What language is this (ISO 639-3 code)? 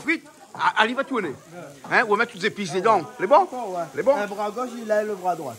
rcf